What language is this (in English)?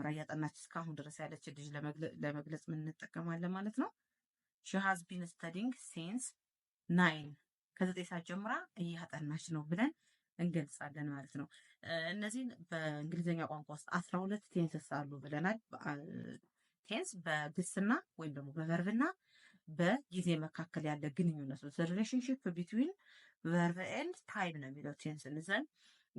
Amharic